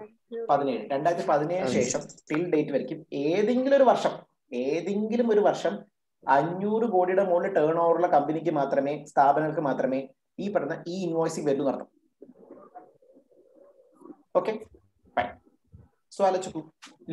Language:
Malayalam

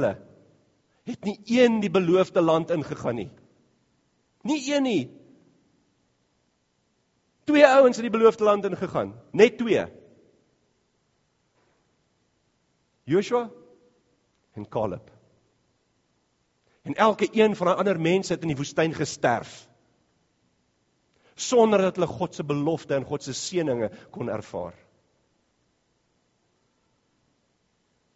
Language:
Afrikaans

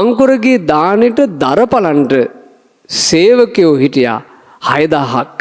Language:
Sinhala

